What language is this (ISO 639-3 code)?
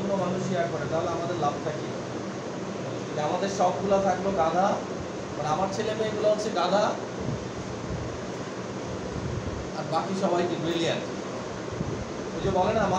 ben